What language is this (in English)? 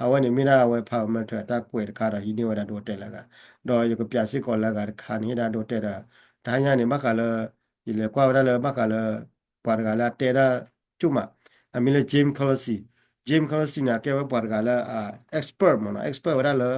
S'gaw Karen